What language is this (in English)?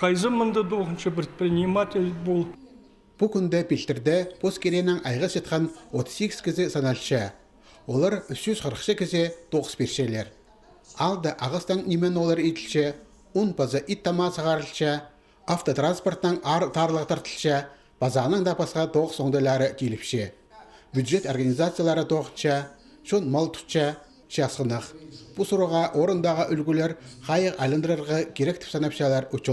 Khakas